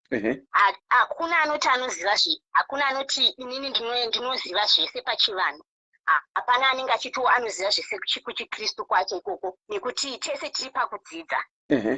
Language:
Shona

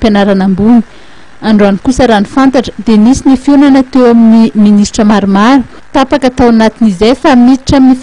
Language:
Malagasy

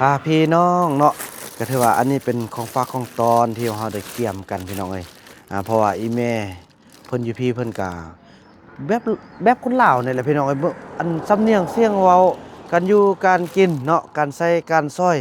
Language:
Lao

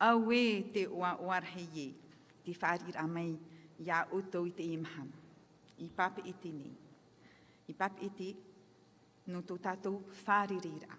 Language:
Tahitian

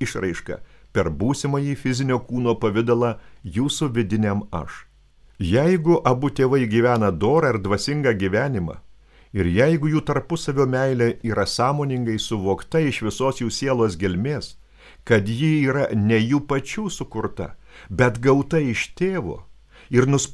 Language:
Lithuanian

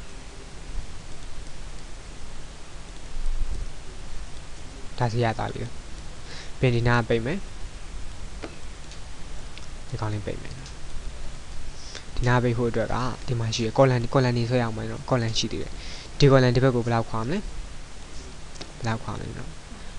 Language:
Burmese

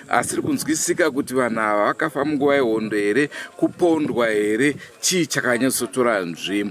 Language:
Shona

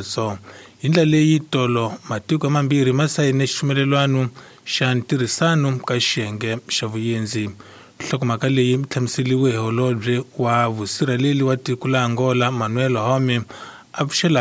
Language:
Tsonga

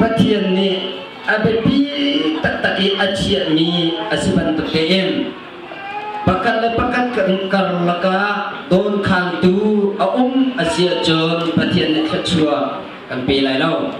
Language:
Hakha Chin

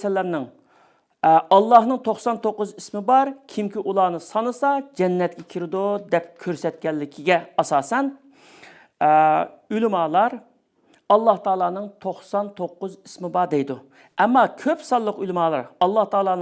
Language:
Uyghur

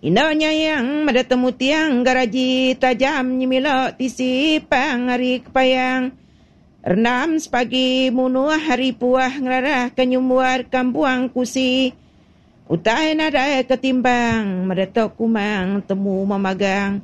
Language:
Iban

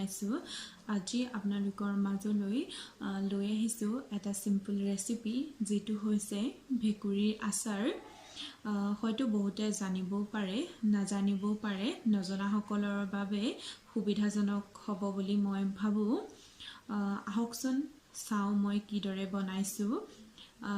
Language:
Assamese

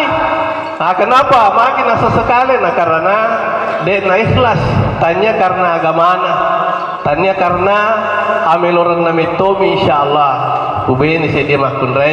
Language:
Buginese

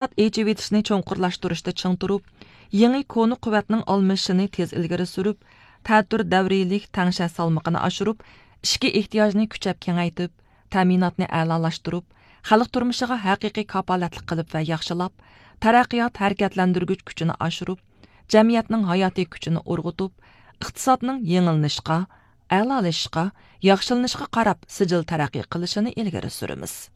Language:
Uyghur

